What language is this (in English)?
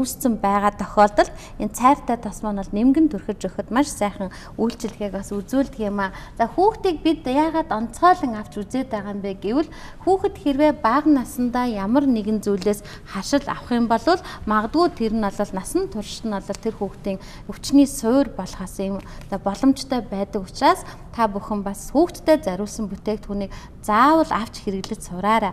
Mongolian